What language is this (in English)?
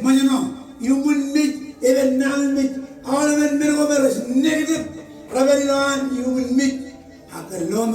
Marshallese